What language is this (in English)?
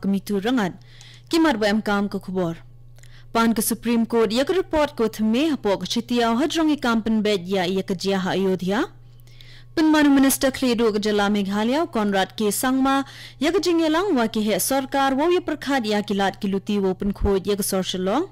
Khasi